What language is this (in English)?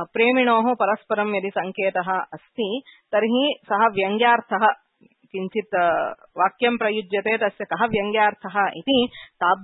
Sanskrit